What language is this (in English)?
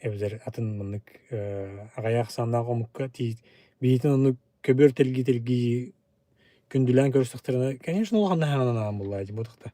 Yakut